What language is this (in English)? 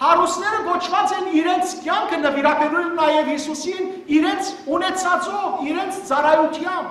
Western Armenian